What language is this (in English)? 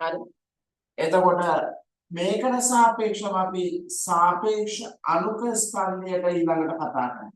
Sinhala